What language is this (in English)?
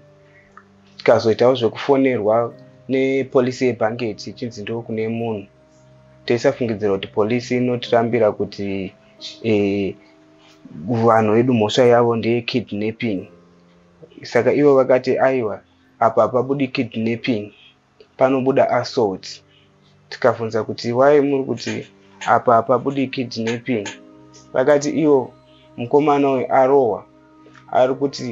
Shona